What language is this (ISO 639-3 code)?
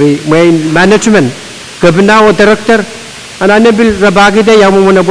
pon